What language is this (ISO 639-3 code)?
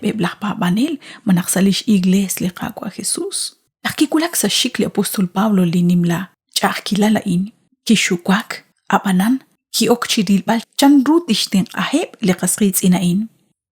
kek